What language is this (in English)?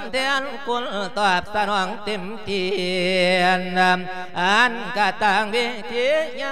Lao